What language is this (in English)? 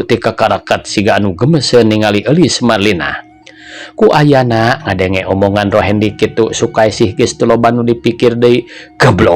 Sundanese